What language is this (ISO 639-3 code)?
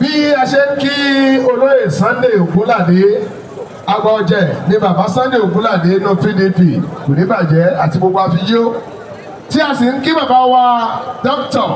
yor